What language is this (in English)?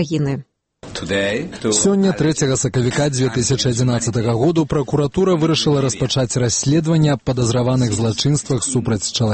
Belarusian